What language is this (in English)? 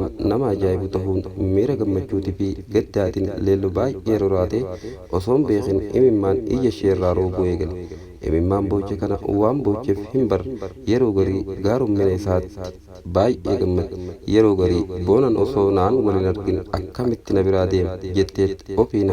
Oromo